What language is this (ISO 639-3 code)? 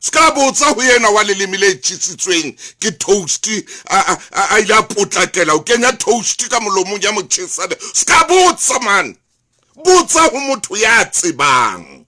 sot